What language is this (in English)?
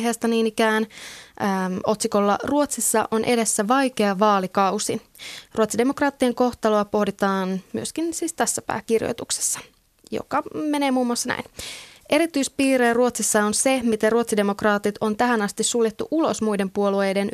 Finnish